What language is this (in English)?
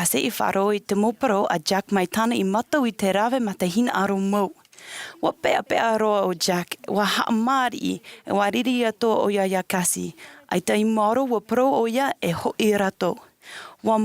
Tahitian